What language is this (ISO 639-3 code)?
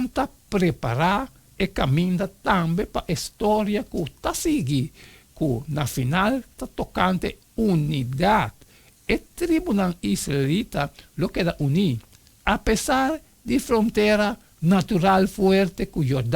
pap